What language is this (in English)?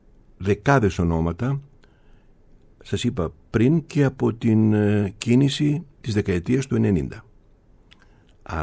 Greek